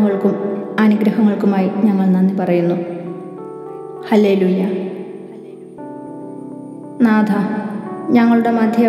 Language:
Malayalam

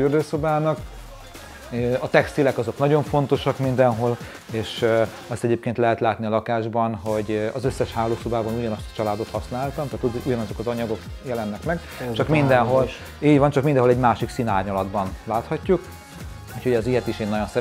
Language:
Hungarian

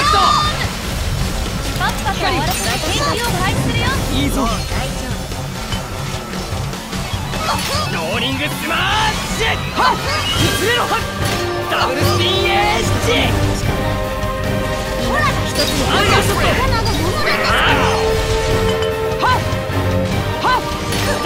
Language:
Japanese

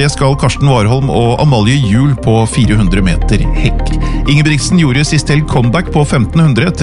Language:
Norwegian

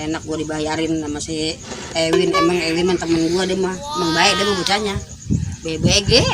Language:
Betawi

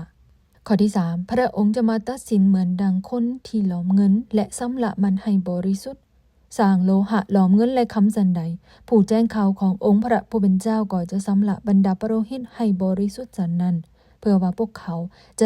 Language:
Lao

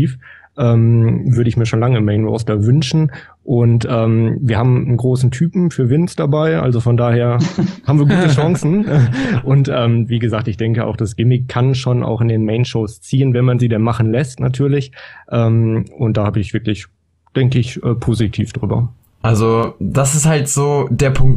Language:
German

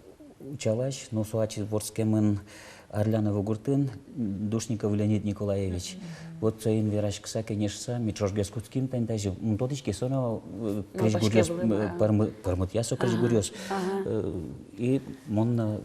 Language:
Udmurt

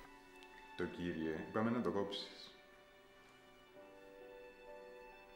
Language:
Greek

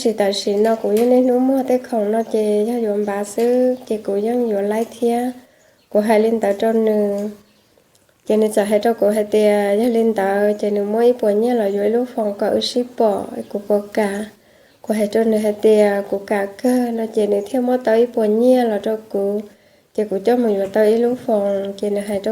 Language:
Hmong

